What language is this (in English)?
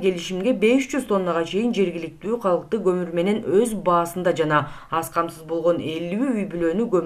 Kyrgyz